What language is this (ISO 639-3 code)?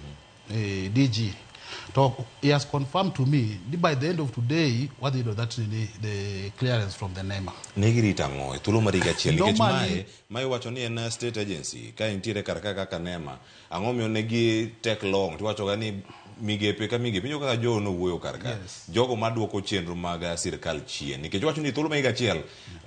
luo